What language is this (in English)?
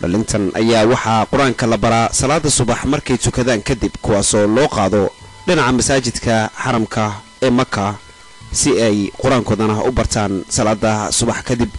Somali